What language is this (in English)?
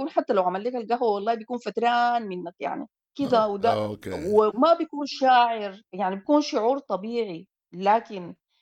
Sudanese Arabic